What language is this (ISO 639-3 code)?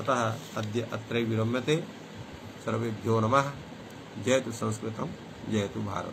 san